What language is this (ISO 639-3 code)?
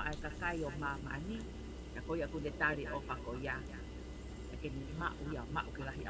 ton